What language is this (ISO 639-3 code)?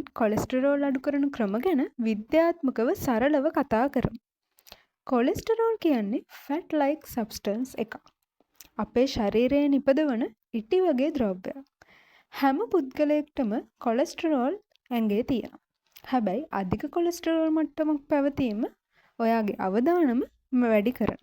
sin